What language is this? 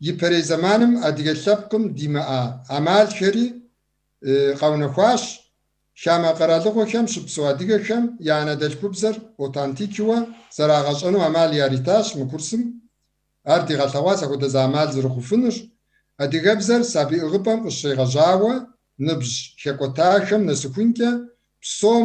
Kabardian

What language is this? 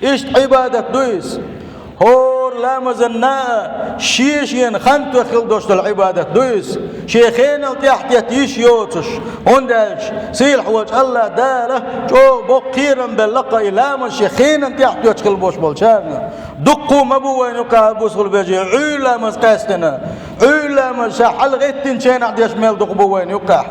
Chechen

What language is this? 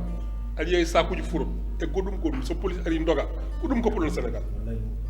Fula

